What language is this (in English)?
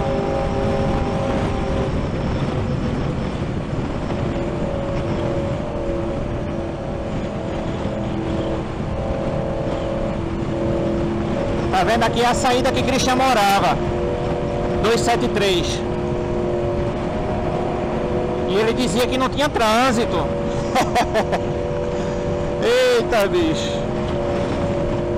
Portuguese